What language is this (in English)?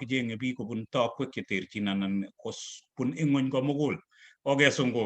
Kalenjin